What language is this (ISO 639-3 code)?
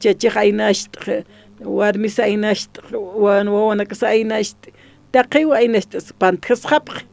aym